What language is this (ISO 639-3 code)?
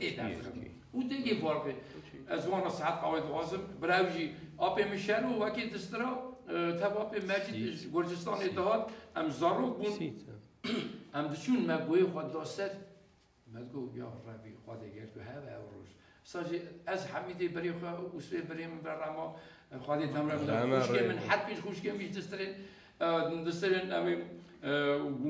kur